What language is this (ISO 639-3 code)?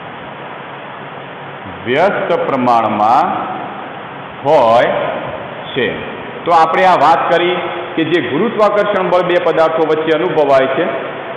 guj